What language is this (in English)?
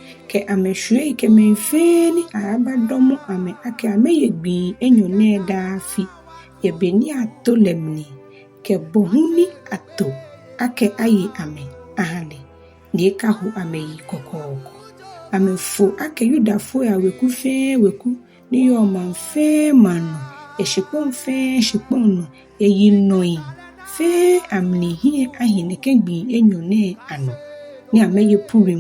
Ga